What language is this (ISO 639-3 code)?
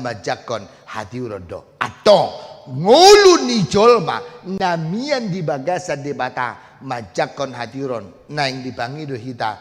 bbc